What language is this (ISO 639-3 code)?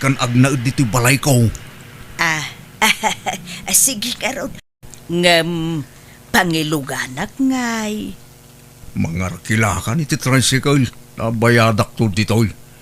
ilo